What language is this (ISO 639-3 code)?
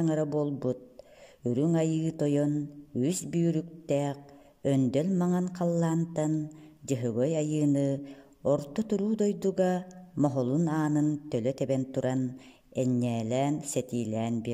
sah